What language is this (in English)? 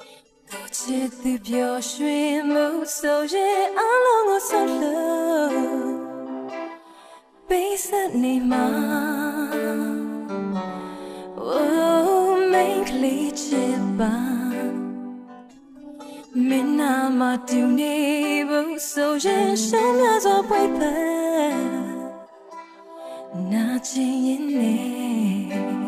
Burmese